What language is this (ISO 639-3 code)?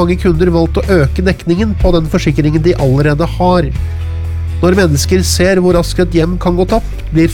nor